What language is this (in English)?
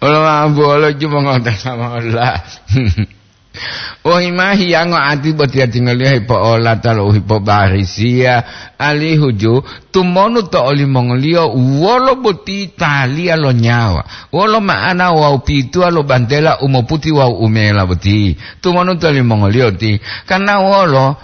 Gorontalo